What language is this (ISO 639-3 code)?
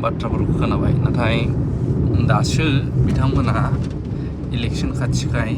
brx